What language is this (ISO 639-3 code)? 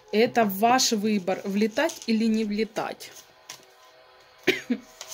rus